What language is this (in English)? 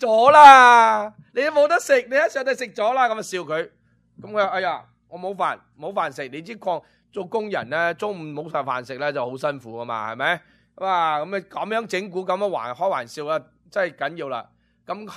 Cantonese